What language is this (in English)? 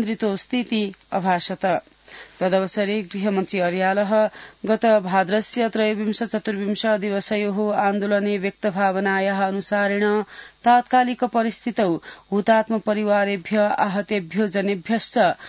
Sanskrit